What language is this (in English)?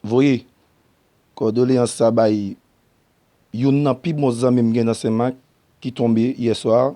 Haitian Creole